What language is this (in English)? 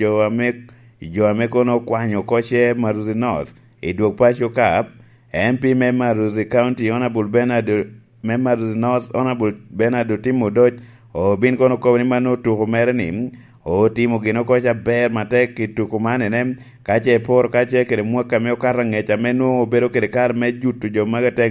Lango (Uganda)